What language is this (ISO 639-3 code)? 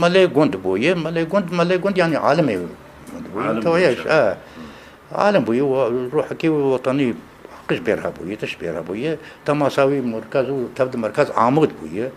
kur